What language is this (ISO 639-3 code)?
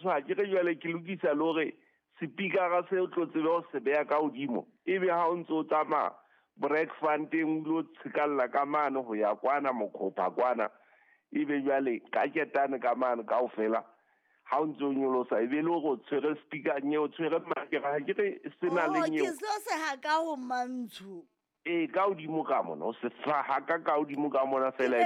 sot